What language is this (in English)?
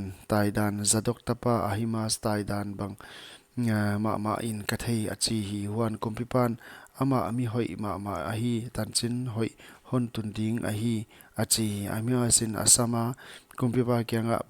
Paite Chin